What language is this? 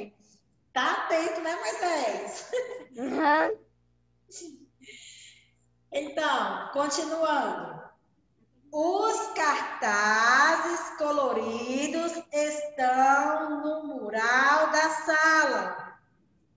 Portuguese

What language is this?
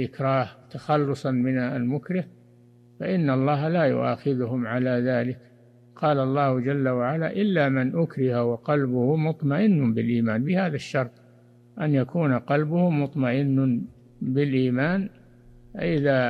Arabic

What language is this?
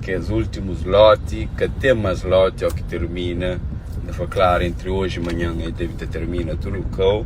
Kabuverdianu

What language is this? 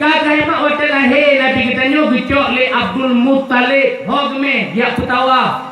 Achinese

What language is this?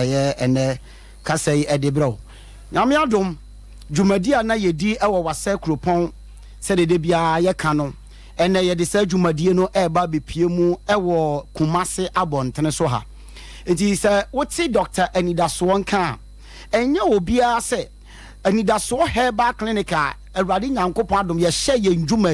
Akan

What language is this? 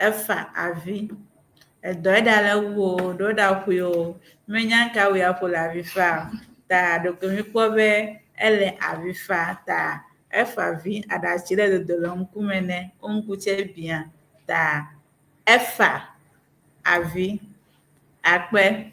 Ewe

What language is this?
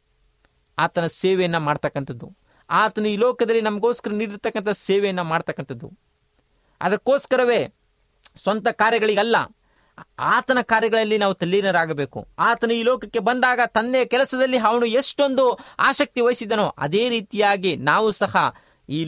Kannada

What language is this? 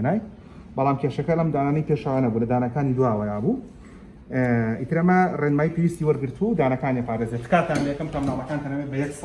Central Kurdish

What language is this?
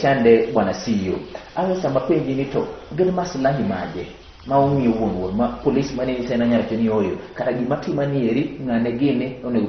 Luo (Kenya and Tanzania)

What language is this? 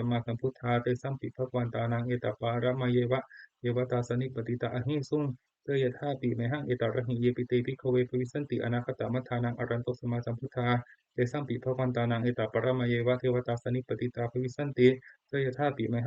Pali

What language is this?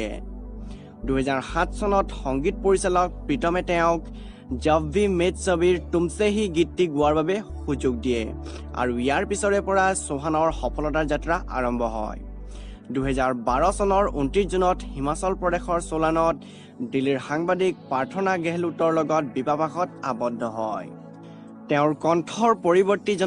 Assamese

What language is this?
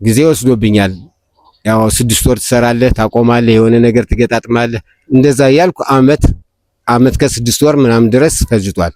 Amharic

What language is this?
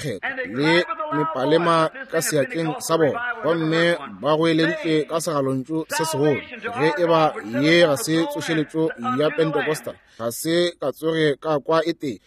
Northern Sotho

